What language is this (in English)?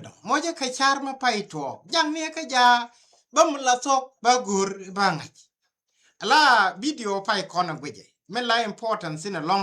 Nuer